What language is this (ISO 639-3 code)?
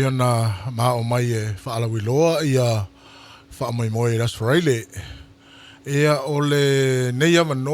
smo